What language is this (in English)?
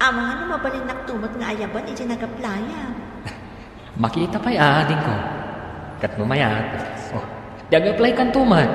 Iloko